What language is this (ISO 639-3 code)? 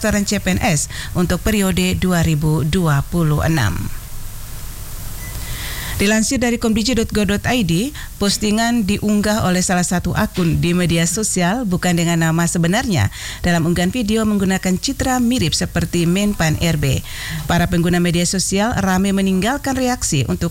ind